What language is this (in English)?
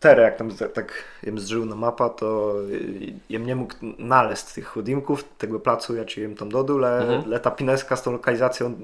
Kashubian